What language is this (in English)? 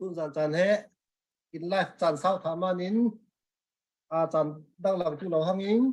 Falam Chin